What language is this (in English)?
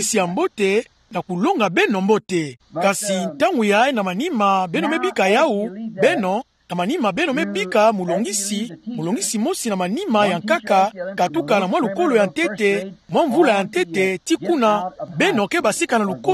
Kituba (Democratic Republic of Congo)